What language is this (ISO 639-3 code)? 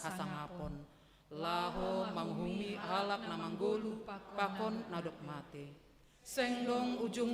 bts